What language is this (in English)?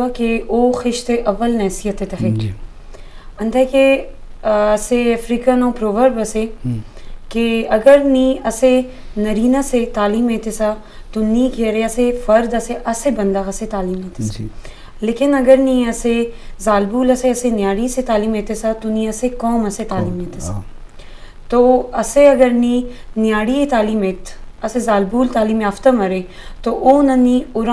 Eastern Balochi